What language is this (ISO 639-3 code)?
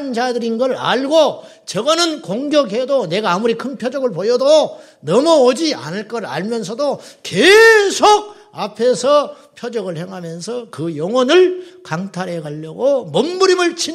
kor